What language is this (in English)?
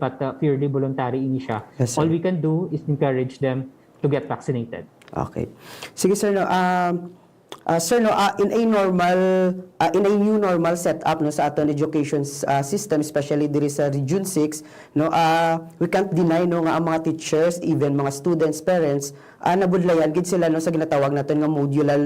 Hiligaynon